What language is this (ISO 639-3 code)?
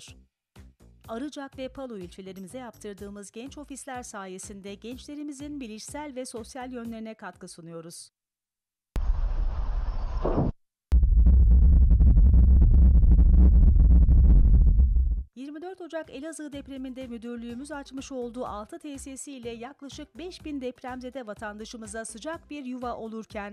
tur